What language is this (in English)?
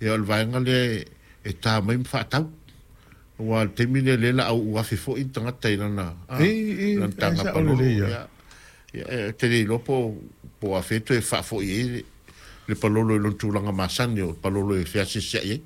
Samoan